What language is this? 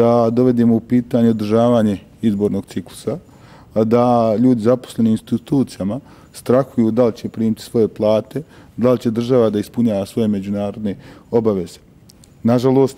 Bosnian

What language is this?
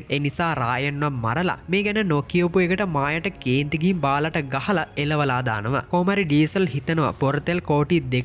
Sinhala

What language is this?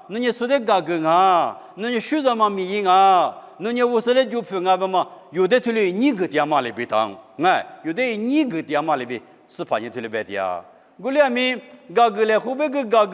Lisu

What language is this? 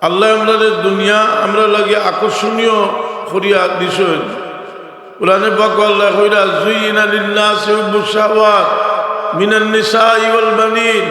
Sylheti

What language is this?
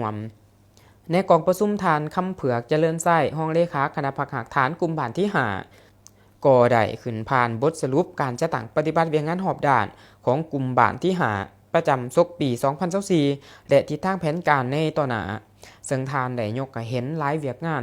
Lao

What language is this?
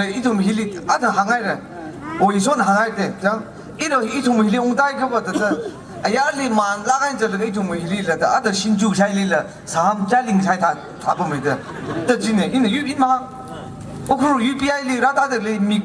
Tangkhul Naga (India)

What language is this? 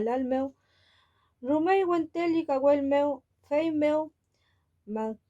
Mapuche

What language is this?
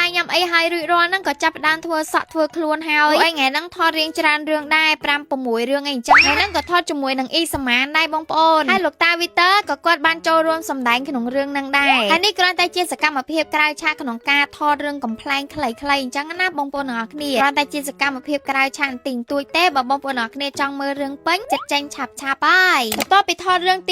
Khmer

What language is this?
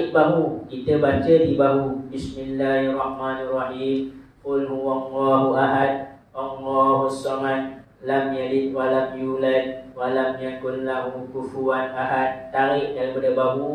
Malay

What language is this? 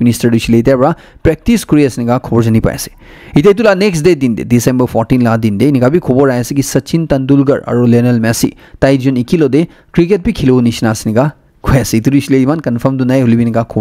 Naga Pidgin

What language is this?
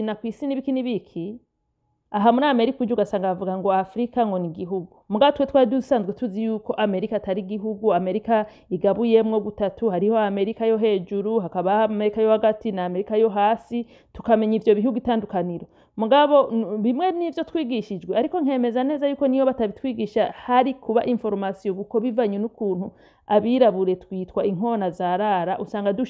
Rundi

